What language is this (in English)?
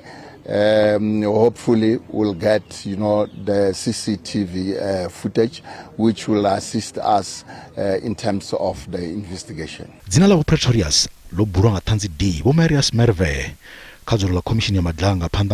Venda